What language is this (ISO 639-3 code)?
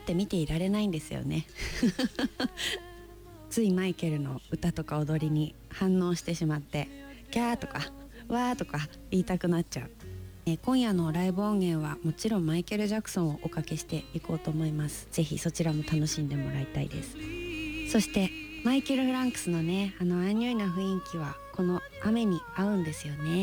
jpn